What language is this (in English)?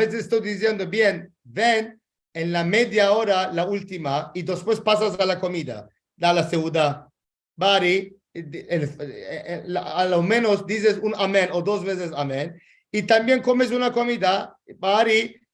Ladino